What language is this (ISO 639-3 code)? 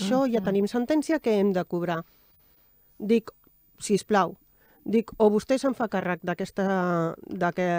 cat